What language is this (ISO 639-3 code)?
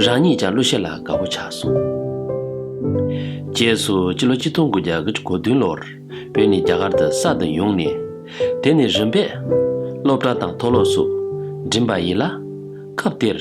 bod